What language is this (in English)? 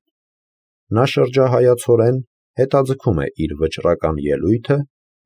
Armenian